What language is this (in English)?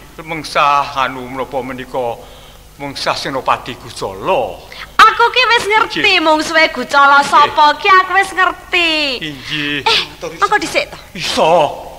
Javanese